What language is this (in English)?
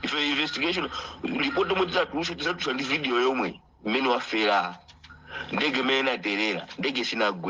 Nyanja